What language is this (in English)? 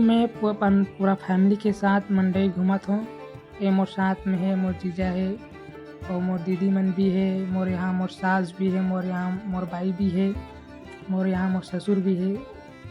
Chhattisgarhi